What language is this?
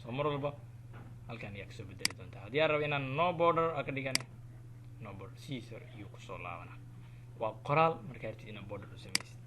Somali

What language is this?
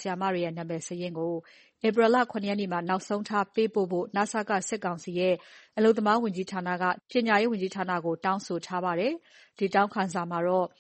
Burmese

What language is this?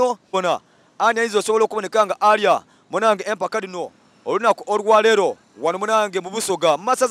Soga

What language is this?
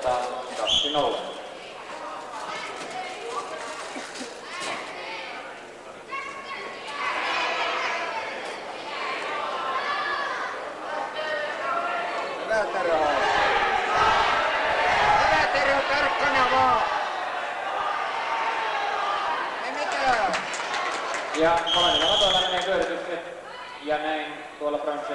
Finnish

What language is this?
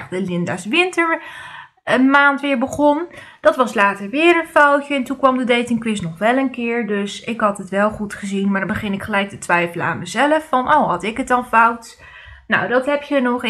Dutch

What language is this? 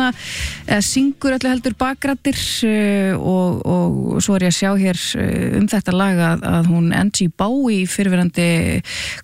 Icelandic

